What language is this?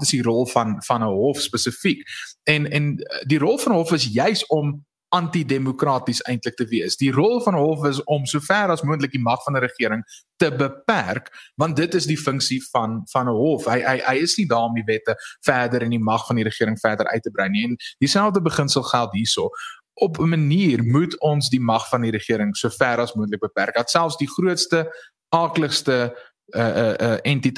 Afrikaans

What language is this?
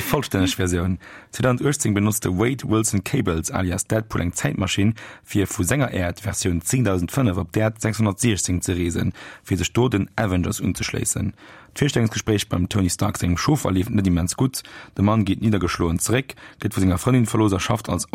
Luxembourgish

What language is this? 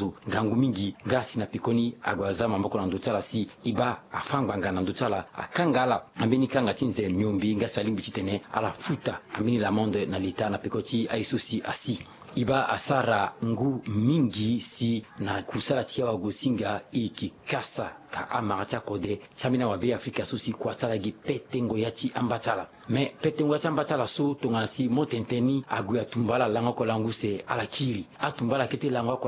Sango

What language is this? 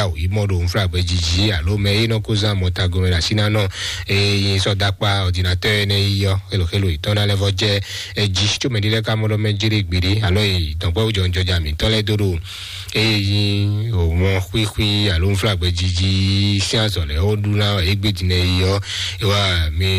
Fon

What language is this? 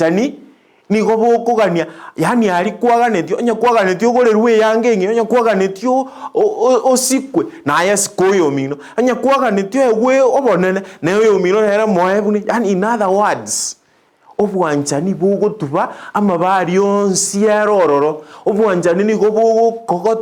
Gusii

